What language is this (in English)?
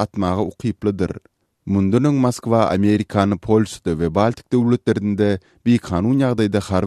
Turkmen